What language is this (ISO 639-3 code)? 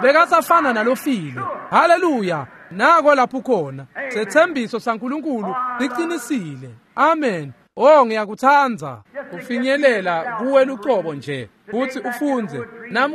ssw